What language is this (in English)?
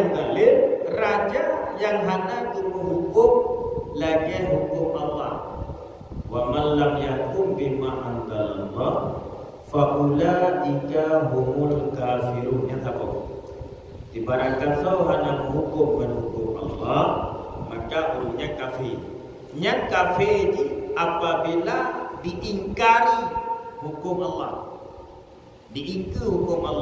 Achinese